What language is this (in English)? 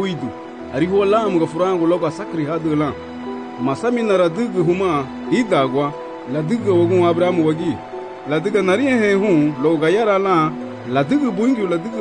Garifuna